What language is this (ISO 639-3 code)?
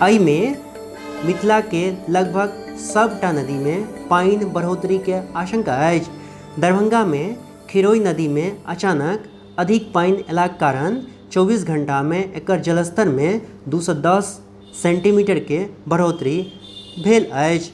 mai